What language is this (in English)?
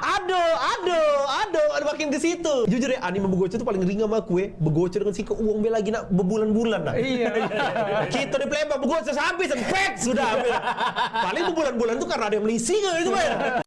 Musi